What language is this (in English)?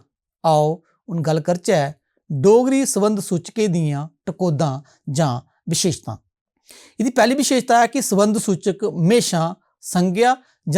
Dogri